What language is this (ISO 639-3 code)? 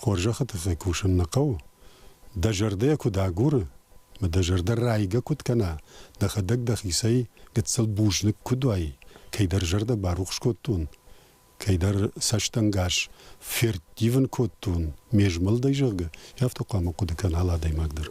oss